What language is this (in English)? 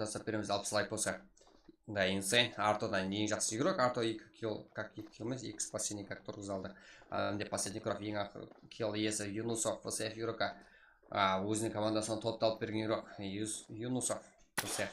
Kara-Kalpak